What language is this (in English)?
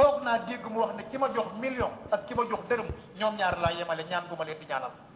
Wolof